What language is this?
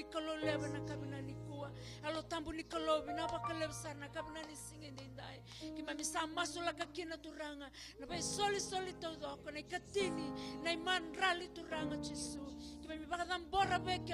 Fijian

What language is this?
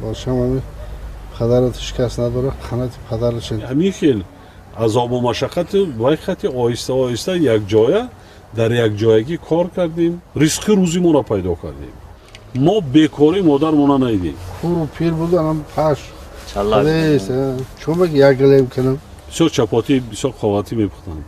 Tajik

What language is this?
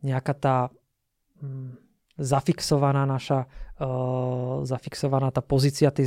Slovak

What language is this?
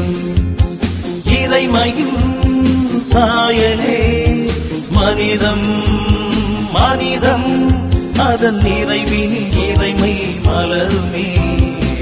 Tamil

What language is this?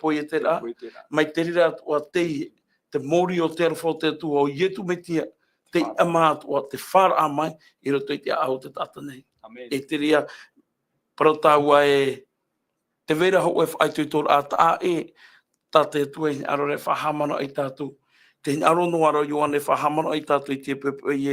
Tahitian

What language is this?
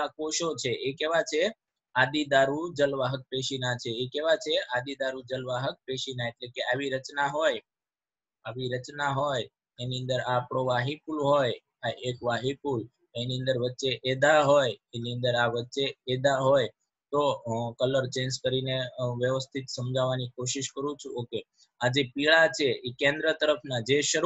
Gujarati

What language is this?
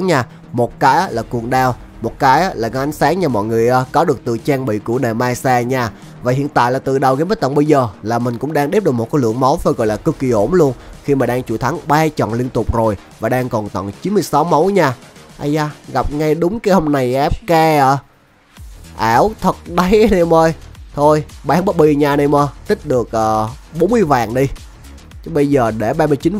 Vietnamese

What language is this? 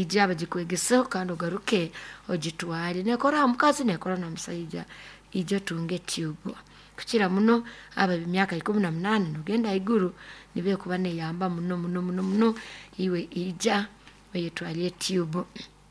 Nyoro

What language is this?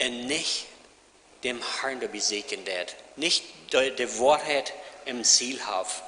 Plautdietsch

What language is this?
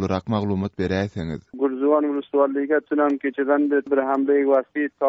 Turkmen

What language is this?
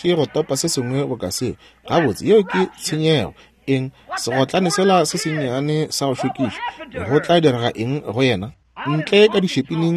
Northern Sotho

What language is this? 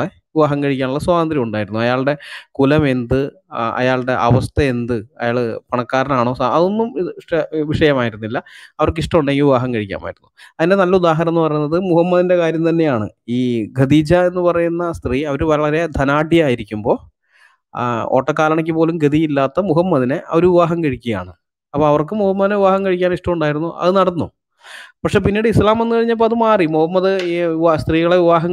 Malayalam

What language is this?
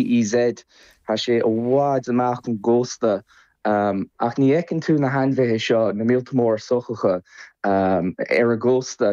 Irish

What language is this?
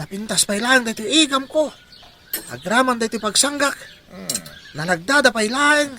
Iloko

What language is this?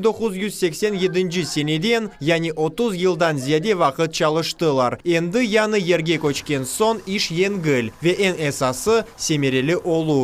Crimean Tatar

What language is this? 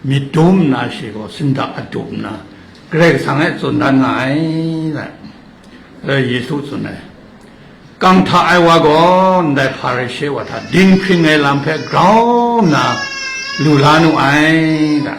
Kachin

